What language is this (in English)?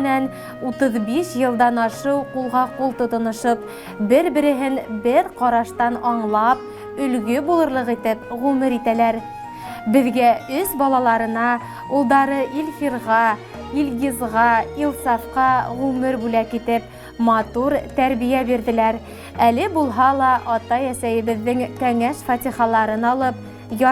Bashkir